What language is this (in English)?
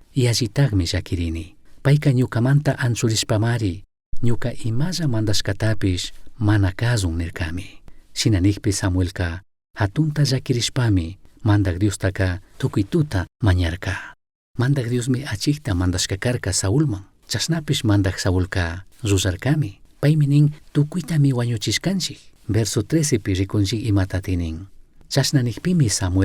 Chimborazo Highland Quichua